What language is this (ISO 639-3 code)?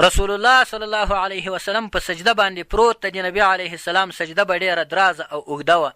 pus